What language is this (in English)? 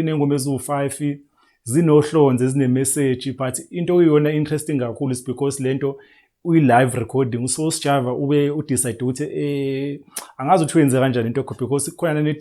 Zulu